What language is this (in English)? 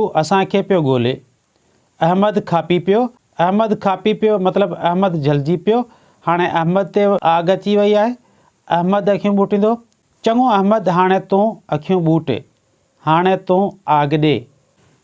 Sindhi